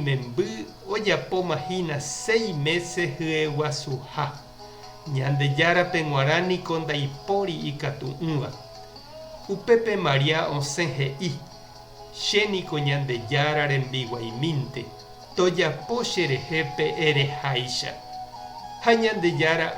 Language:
Guarani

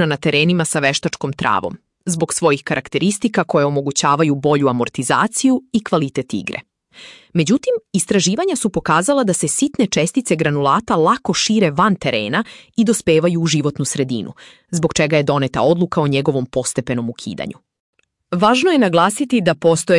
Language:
Serbian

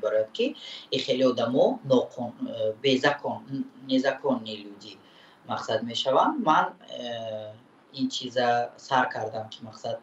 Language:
Tajik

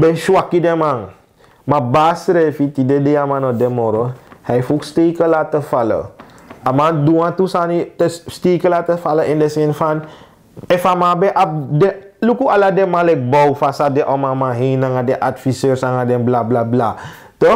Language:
Sranan Tongo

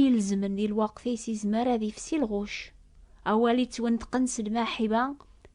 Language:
Kabyle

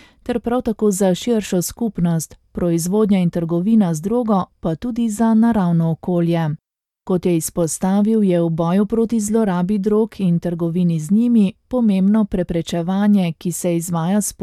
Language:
Slovenian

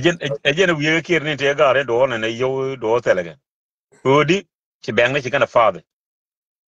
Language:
Nuer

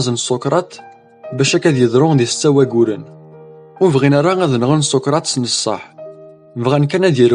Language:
Kabyle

